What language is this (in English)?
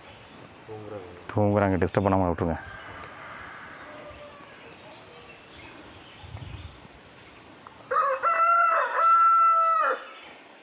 Tamil